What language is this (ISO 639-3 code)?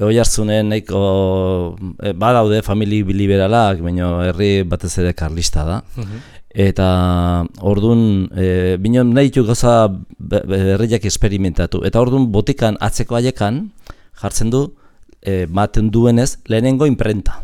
eus